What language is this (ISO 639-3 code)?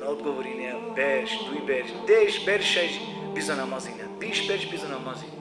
rmn